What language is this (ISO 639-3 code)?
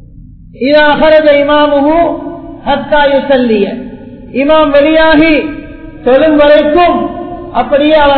tam